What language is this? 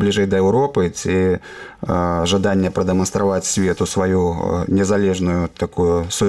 Belarusian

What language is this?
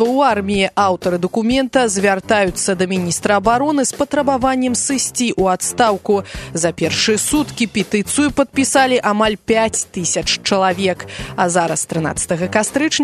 Belarusian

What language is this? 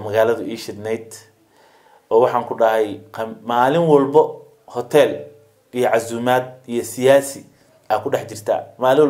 Somali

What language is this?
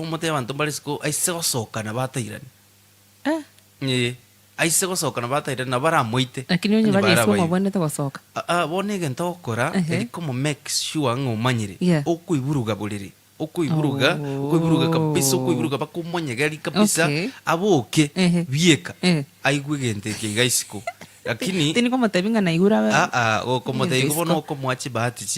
Gusii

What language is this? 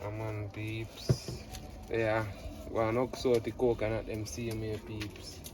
Jamaican Creole English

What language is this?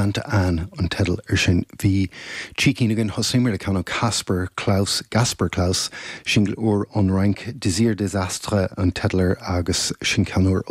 Irish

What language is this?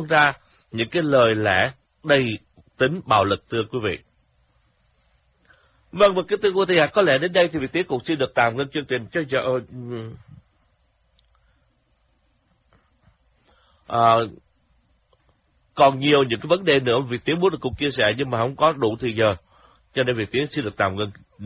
Vietnamese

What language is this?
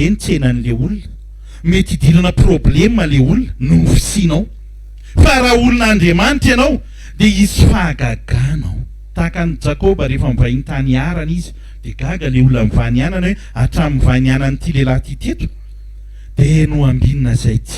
Malagasy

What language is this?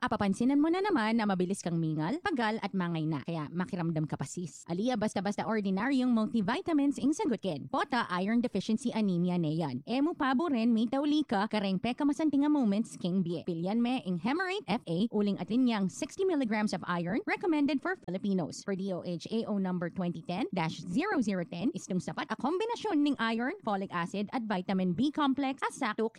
Pampanga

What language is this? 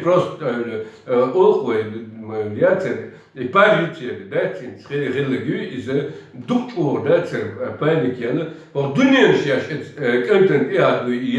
Chechen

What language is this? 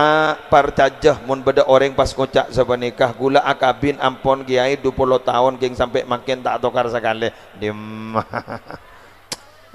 Madurese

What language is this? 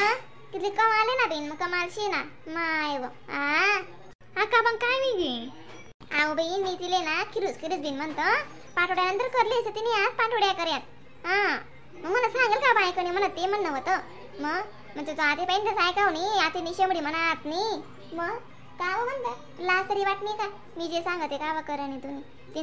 Khandesi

